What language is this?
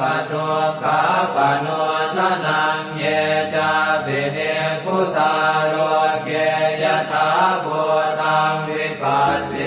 Pali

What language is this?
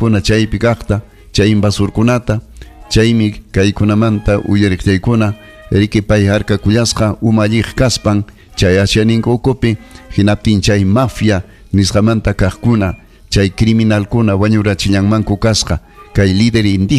Ayacucho Quechua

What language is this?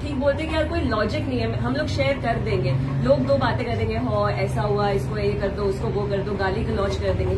Hindi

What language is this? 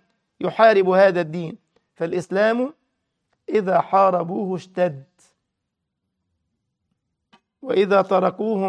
Arabic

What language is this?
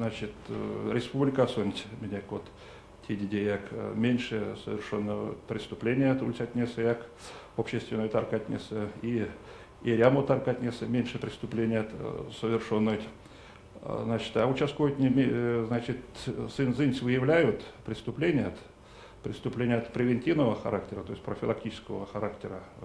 Erzya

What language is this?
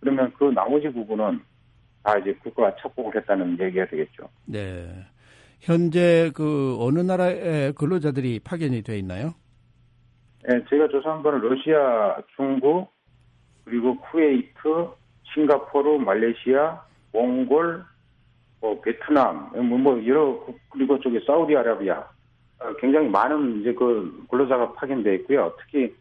Korean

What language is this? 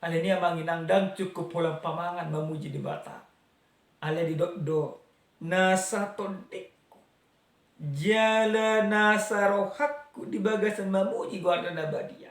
Batak Toba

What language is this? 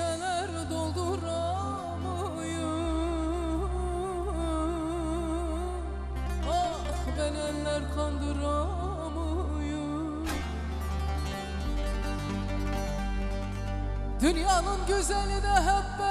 Turkish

